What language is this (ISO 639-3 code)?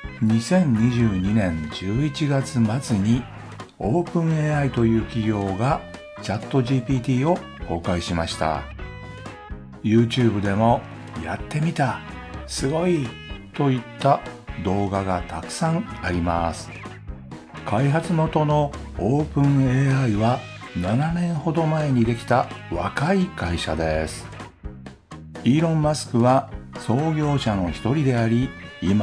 jpn